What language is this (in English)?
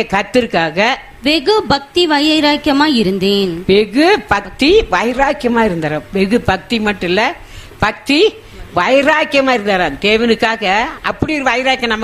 Tamil